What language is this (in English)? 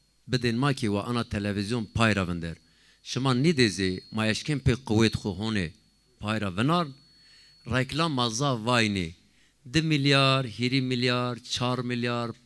Zaza